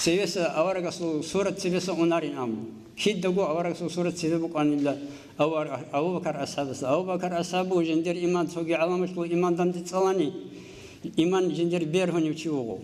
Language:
Avaric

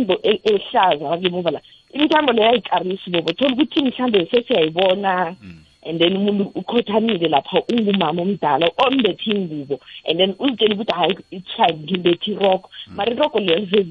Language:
South Ndebele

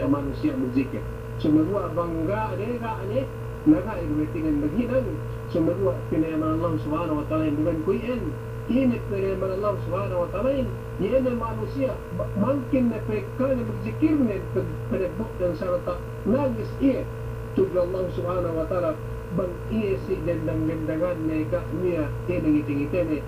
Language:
Yakan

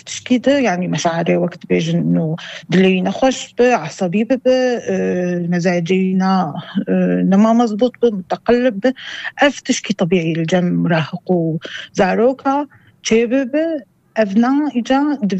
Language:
North Levantine Arabic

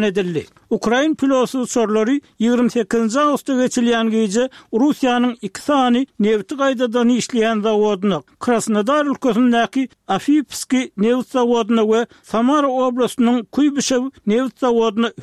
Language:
Turkmen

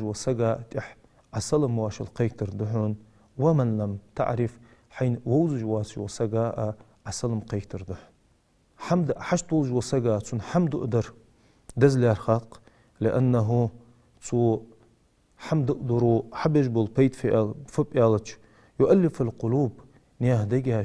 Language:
Ingush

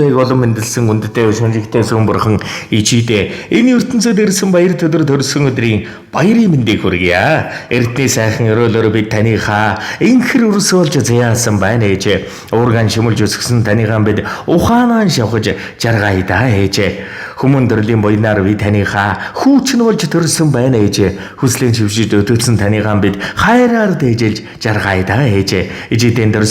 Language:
Mongolian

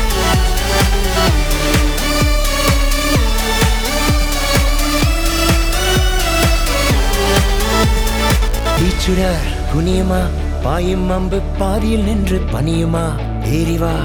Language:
Tamil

